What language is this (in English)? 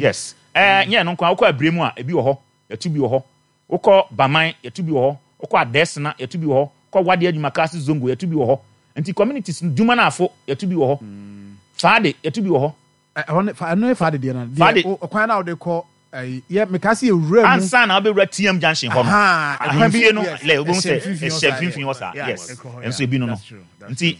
Akan